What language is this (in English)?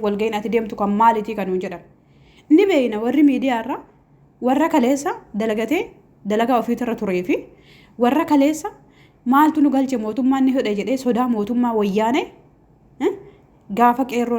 Oromo